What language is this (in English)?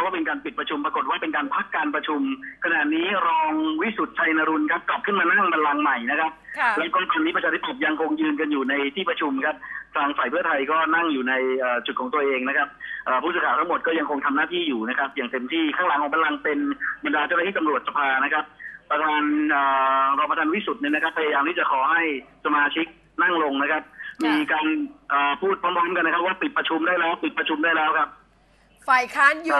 Thai